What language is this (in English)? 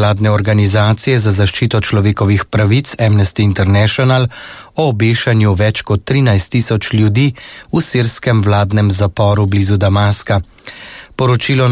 Slovenian